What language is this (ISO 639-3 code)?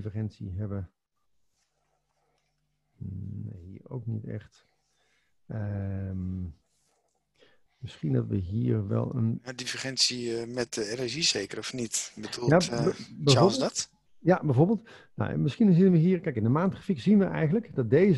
nld